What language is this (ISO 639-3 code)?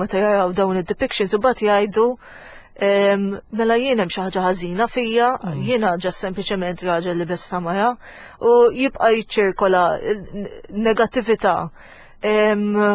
mlt